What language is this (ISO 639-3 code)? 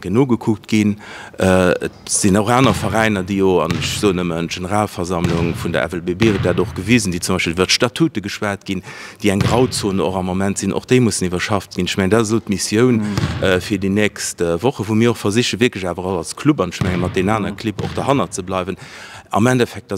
ltz